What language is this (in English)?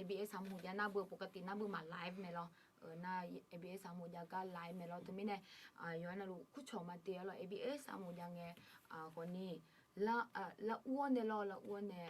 Akha